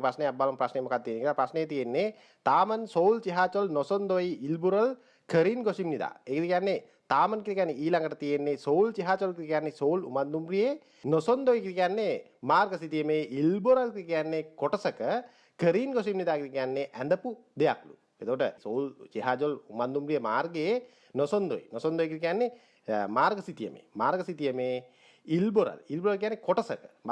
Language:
Sinhala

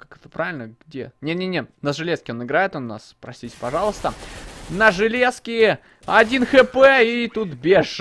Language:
Russian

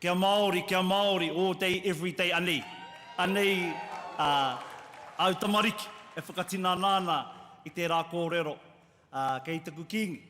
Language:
Māori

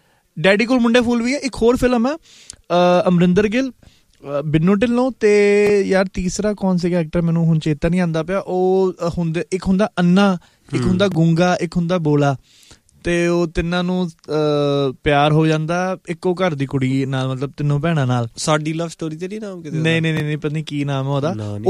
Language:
Punjabi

